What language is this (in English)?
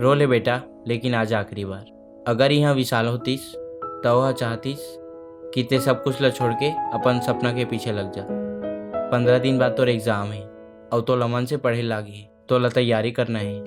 Chhattisgarhi